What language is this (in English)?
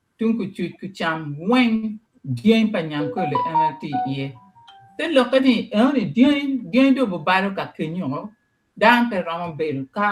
Acoli